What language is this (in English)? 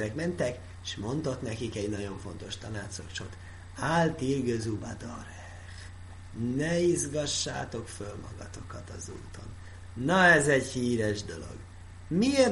Hungarian